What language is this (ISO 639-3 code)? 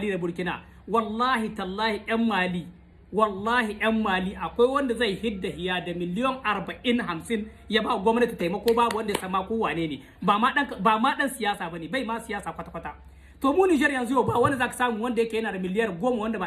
hau